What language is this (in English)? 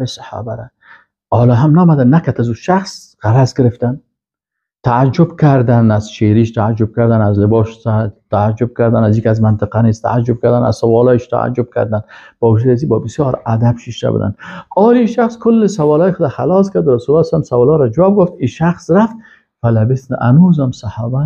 Persian